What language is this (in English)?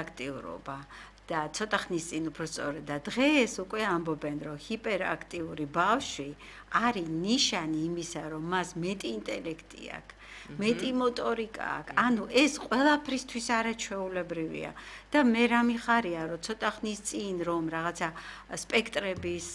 Georgian